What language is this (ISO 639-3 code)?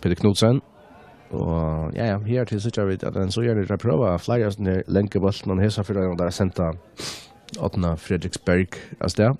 fao